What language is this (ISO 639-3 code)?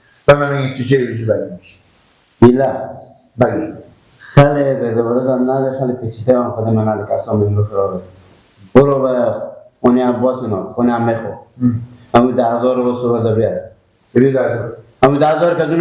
fas